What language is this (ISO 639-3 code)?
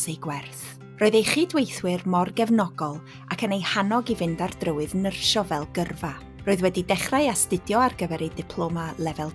cym